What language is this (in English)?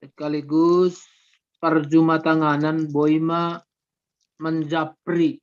Batak Simalungun